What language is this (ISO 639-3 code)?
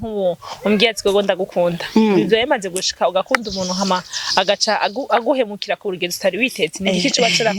run